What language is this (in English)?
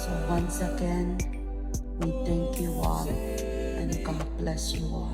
Pohnpeian